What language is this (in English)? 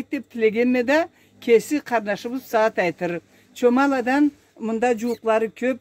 Karachay-Balkar